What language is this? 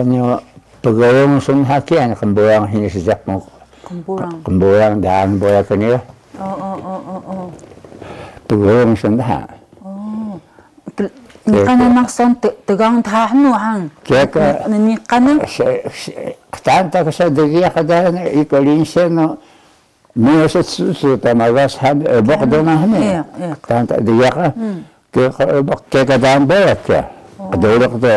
Taroko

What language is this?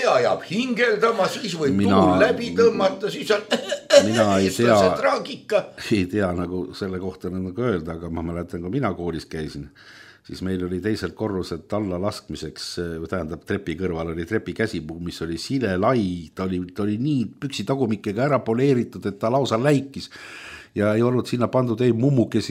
Estonian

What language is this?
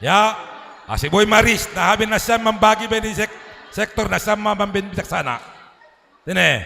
Batak Simalungun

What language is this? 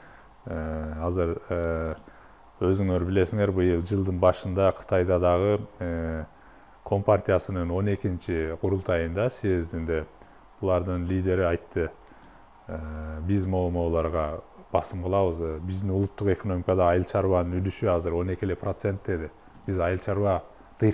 Kyrgyz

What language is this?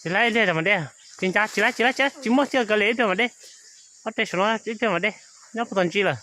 Hmong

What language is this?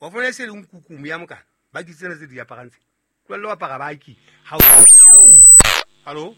Southern Sotho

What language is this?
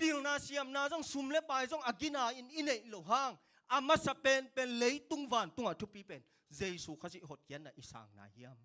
Tedim Chin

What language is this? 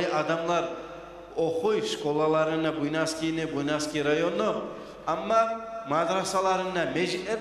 Kumyk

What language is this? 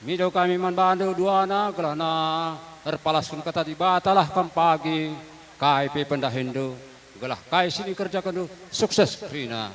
Batak Karo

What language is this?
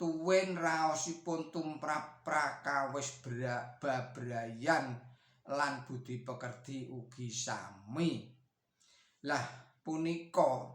Javanese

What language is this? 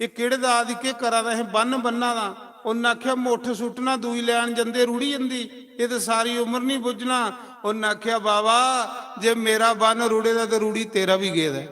Dogri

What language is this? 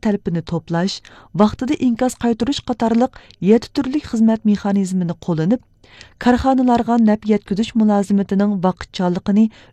Uyghur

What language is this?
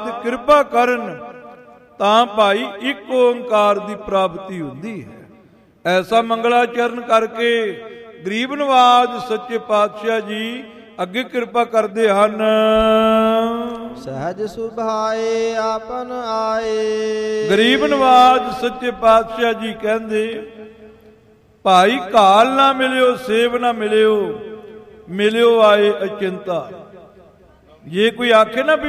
Punjabi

